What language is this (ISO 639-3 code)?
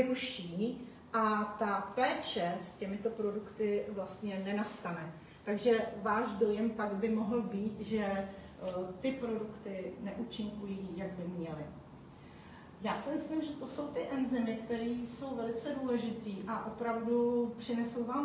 ces